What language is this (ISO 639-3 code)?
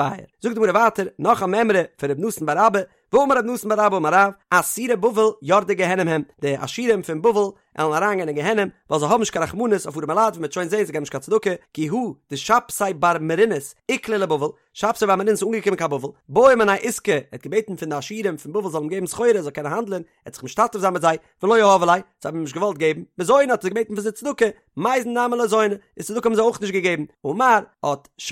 yid